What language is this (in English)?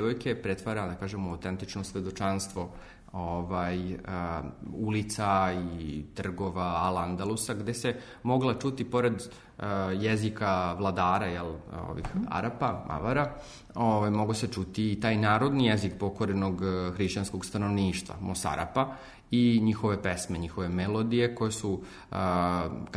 Serbian